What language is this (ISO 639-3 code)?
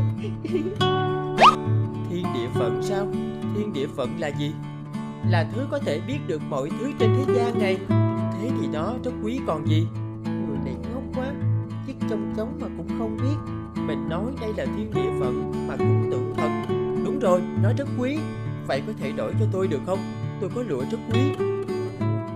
vie